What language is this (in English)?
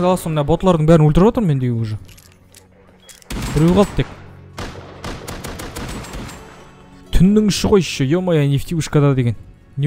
Kazakh